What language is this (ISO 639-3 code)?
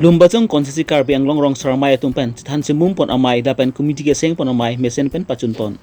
mjw